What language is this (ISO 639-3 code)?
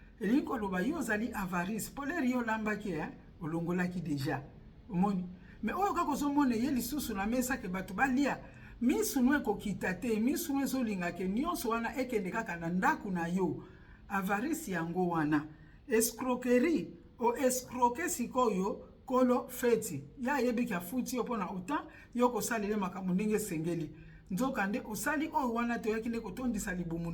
lin